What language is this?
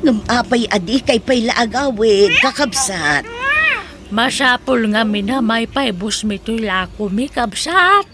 Iloko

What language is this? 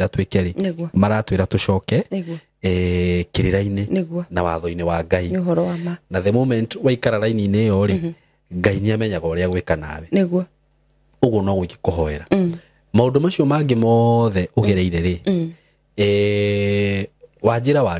Kikuyu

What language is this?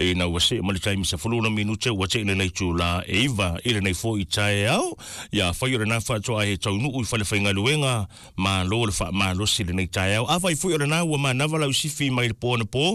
Samoan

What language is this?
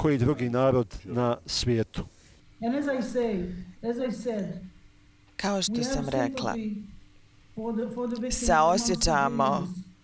Bosnian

